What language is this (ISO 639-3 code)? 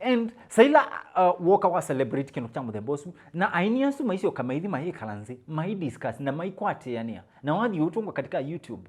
kam